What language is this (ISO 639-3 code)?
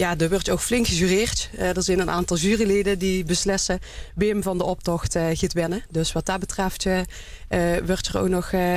lim